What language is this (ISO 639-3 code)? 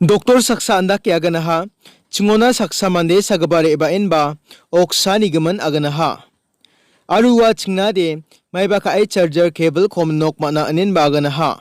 grt